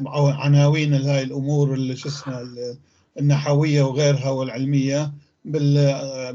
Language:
North Levantine Arabic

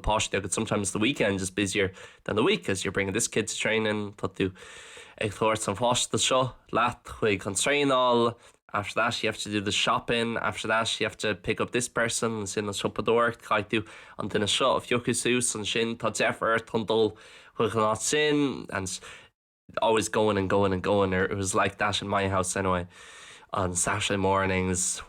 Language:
Irish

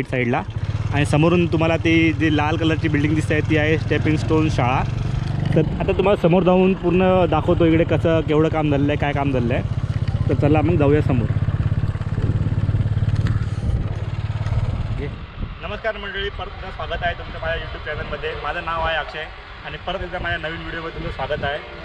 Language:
Marathi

